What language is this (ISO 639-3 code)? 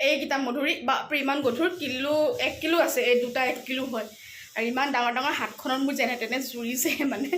asm